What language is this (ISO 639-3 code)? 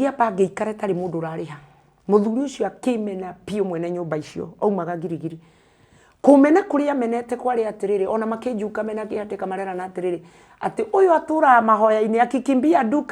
kik